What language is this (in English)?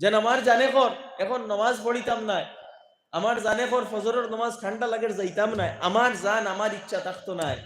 Sylheti